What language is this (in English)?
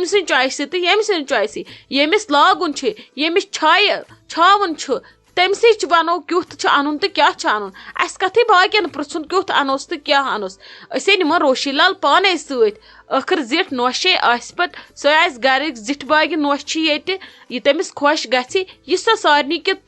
Kashmiri